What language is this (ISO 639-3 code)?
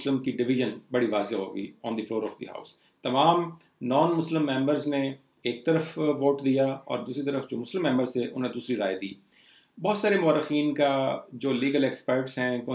urd